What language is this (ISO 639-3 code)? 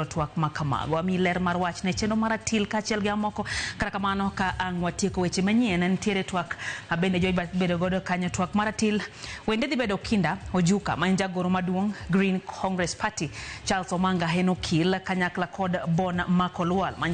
luo